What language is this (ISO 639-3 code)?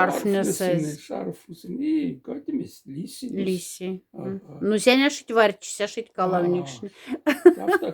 mdf